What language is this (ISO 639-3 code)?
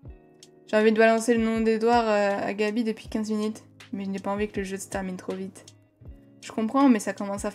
fra